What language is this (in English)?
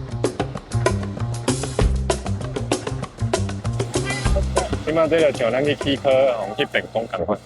Min Nan Chinese